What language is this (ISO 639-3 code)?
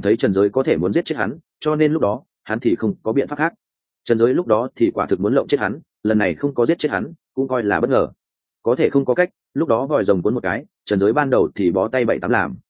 vie